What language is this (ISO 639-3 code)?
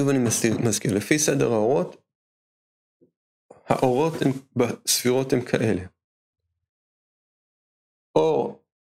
heb